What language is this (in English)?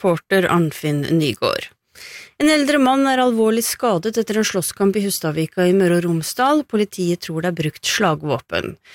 Norwegian